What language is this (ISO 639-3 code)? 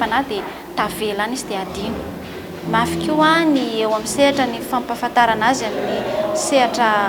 mlg